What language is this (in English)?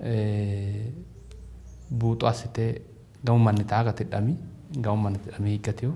Sidamo